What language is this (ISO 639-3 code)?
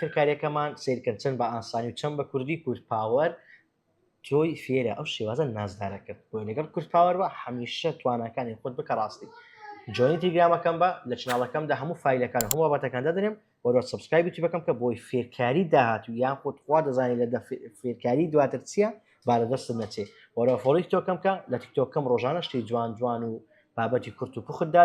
ckb